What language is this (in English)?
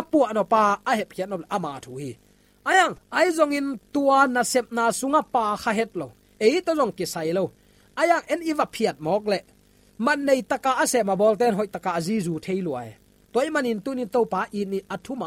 Tedim Chin